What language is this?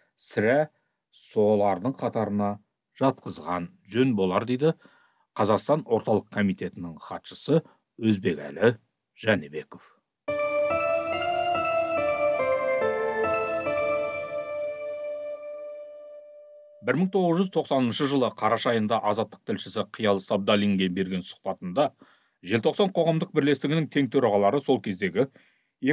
Kazakh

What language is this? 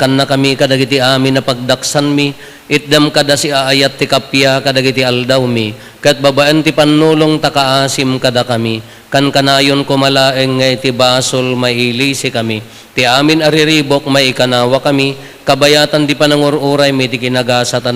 Iloko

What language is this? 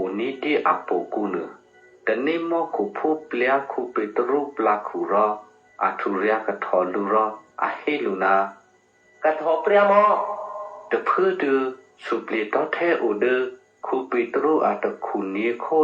Eastern Kayah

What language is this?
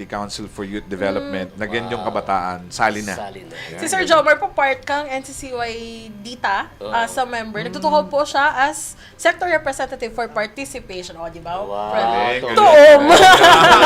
Bikol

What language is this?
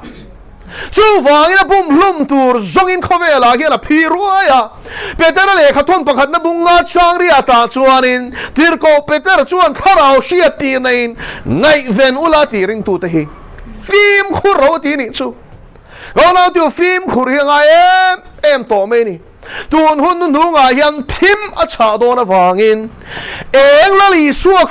Mizo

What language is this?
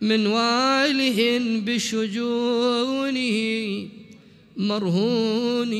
Mesopotamian Arabic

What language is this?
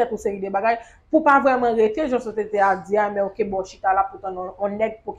Haitian Creole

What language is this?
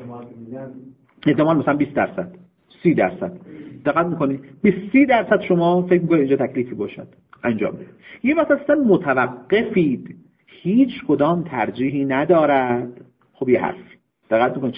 Persian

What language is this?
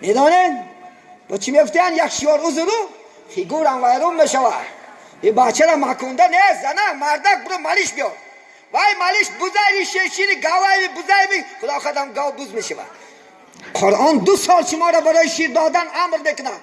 Tajik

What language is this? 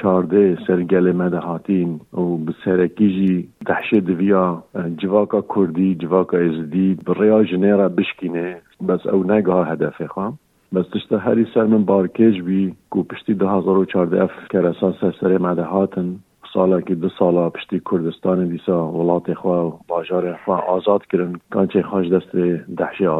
Kurdish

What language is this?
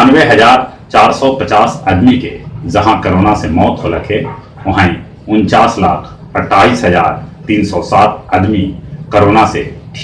Magahi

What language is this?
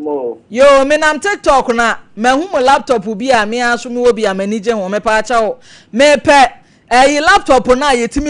Akan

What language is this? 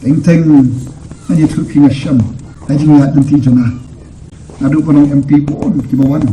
Khasi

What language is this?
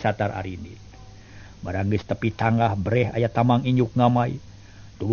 Sundanese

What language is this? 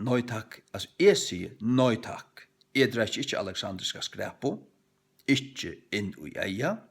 Faroese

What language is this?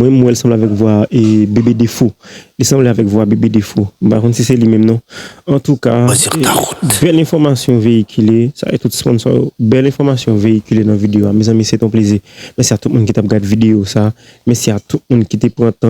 Haitian Creole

